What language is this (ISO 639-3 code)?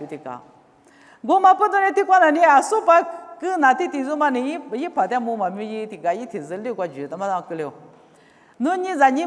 lis